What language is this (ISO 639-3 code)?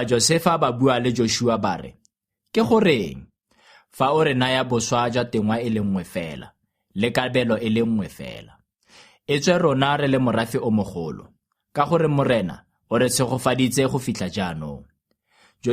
tsn